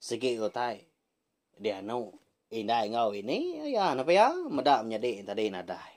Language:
Iban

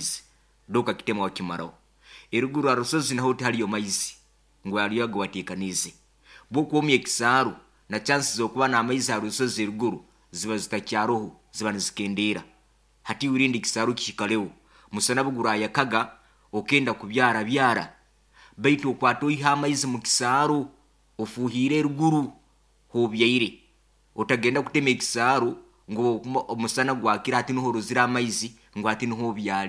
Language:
Nyoro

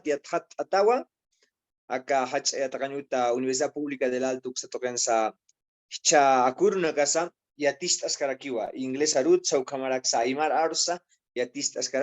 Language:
Aymara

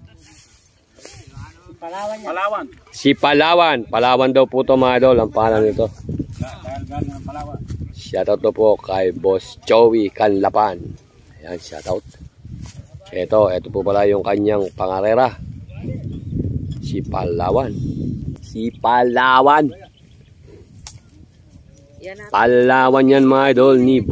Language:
Filipino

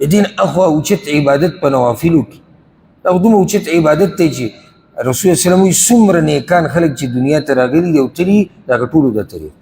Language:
Pashto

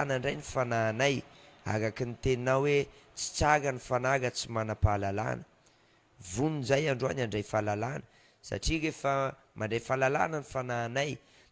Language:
Malagasy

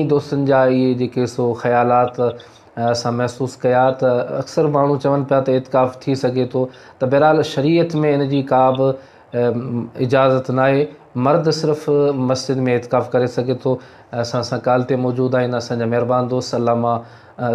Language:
Sindhi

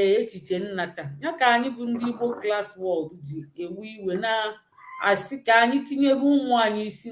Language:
Igbo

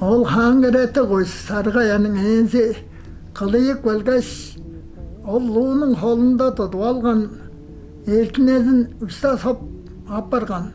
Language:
Tuvinian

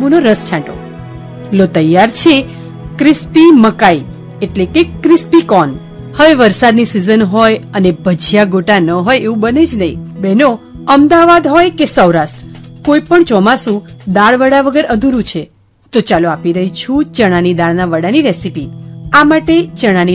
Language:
Gujarati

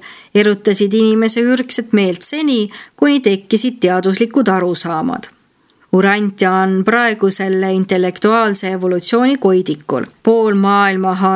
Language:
Estonian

